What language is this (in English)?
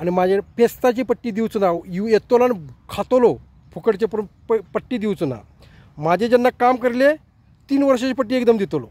Konkani